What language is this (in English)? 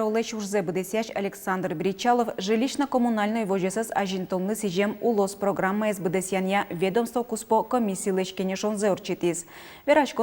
Udmurt